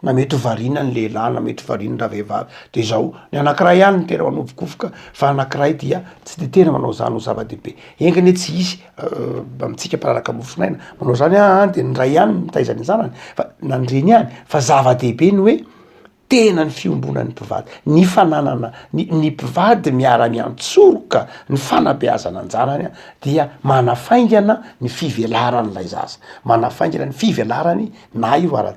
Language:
Malagasy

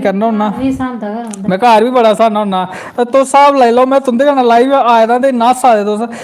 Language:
Dogri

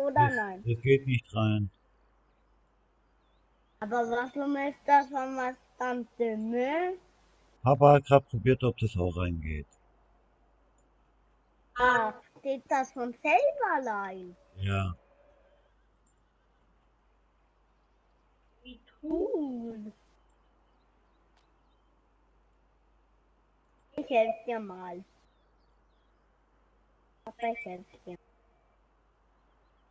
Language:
German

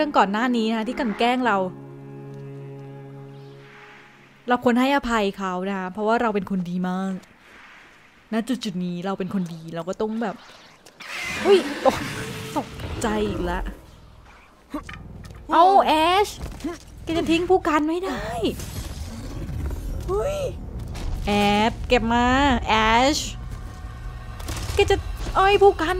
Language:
Thai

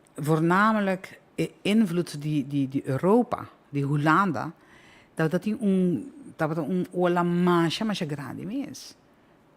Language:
Papiamento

